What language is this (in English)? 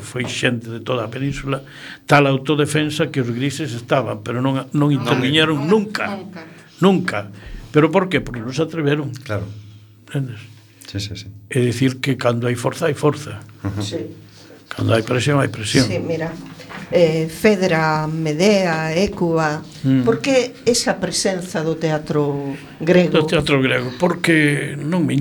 Galician